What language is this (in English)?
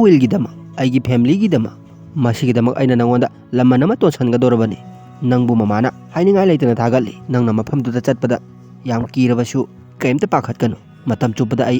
Manipuri